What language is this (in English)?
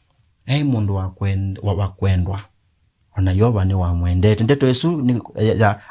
Kamba